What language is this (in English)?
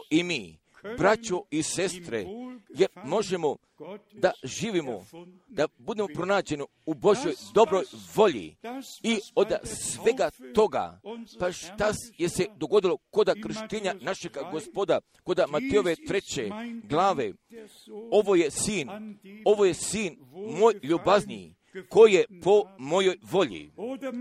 Croatian